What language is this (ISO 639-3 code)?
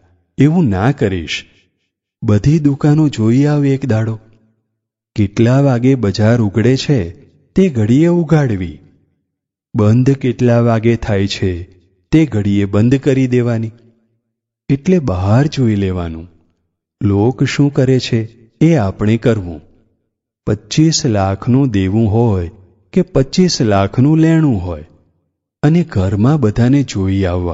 guj